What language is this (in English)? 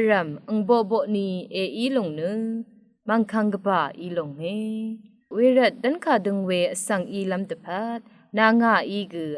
Rawang